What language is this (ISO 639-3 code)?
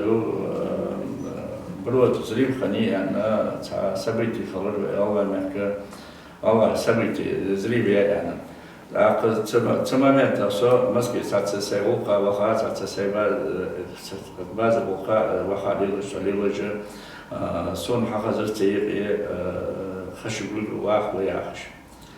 inh